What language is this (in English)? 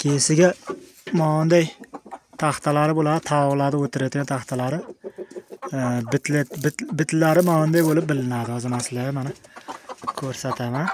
Uzbek